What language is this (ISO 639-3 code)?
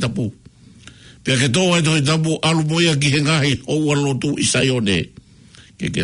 ton